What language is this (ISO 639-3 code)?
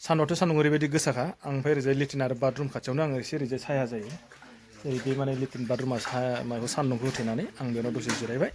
brx